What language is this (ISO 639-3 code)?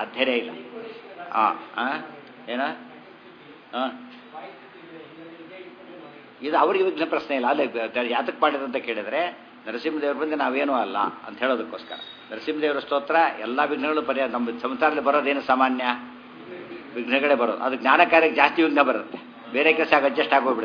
kan